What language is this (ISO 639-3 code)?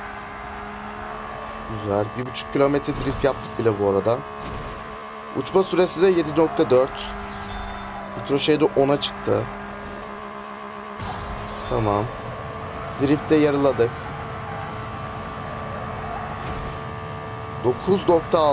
tur